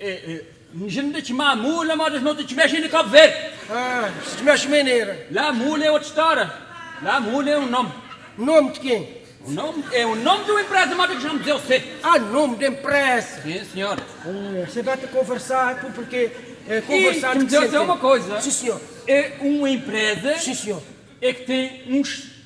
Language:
Kabuverdianu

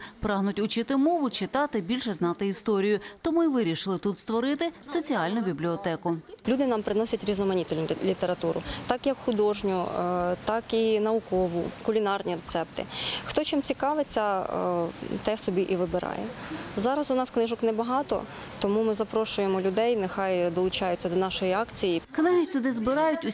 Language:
Ukrainian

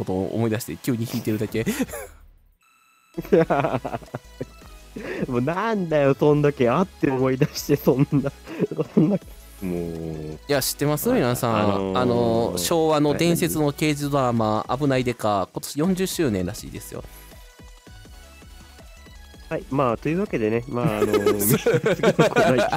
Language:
Japanese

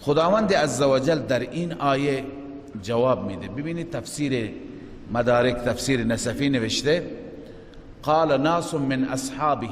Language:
Persian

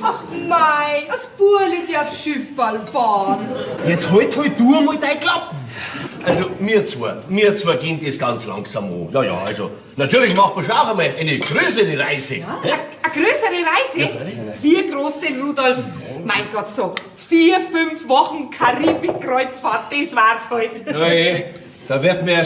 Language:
Bavarian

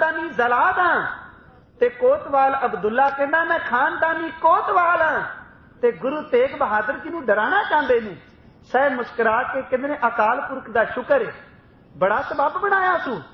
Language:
Punjabi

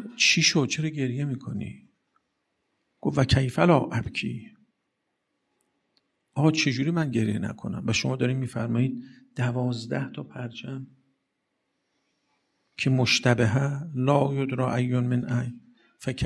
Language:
Persian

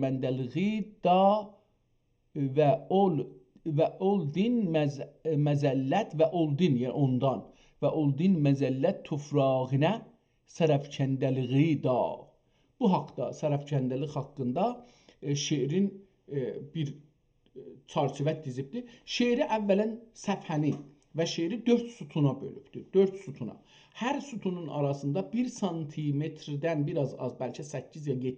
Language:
South Azerbaijani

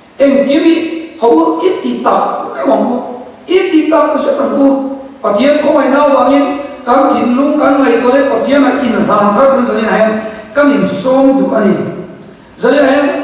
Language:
Mizo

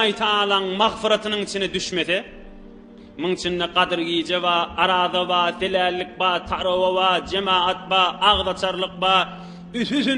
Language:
Turkmen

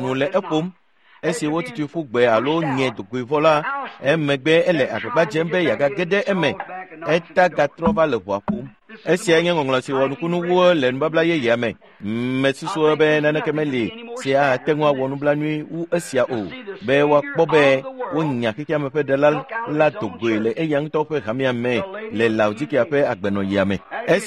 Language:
Ewe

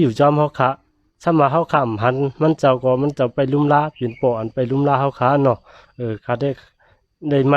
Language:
Shan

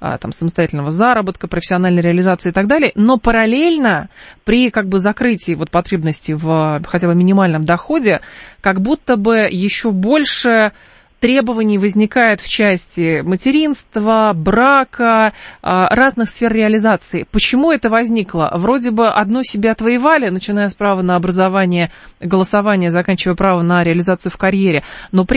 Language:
Russian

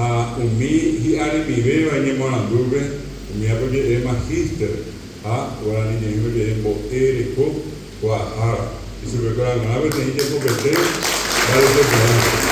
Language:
Guarani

